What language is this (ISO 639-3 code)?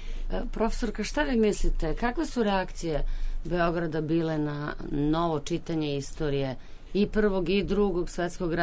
srp